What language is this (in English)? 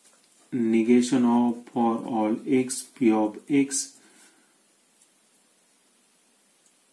Marathi